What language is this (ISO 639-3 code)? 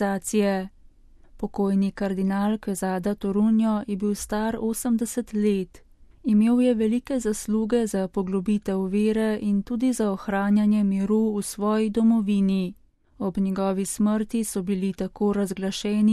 slv